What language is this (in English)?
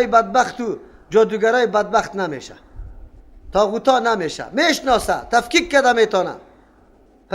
Persian